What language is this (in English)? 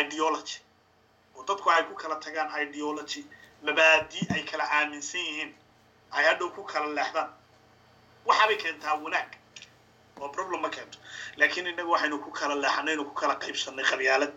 Somali